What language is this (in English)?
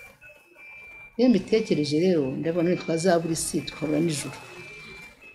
Kinyarwanda